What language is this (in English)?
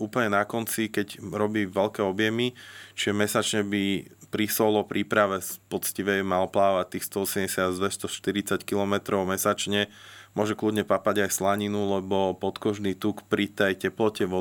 Slovak